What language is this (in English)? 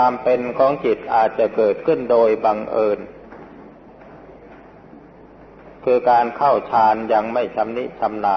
Thai